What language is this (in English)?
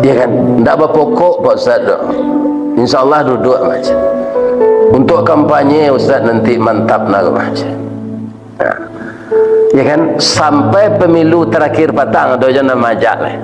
Minangkabau